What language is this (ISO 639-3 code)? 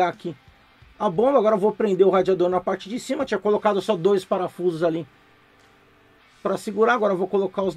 por